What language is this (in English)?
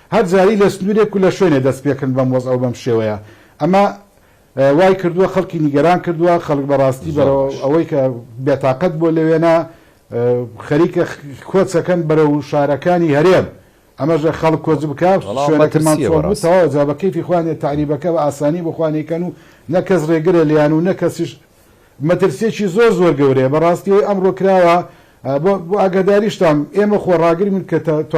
Central Kurdish